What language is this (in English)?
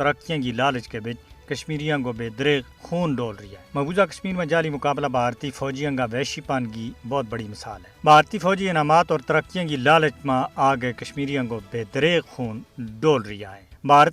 Gujari